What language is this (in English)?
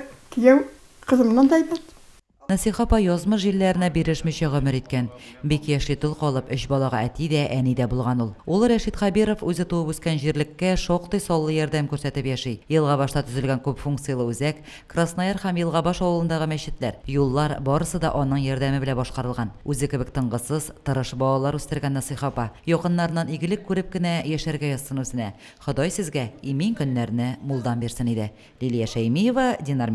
Tatar